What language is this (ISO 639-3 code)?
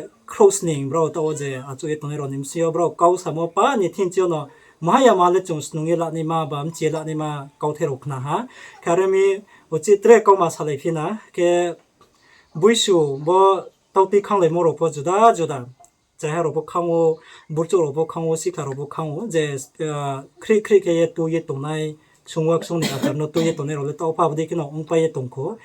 ria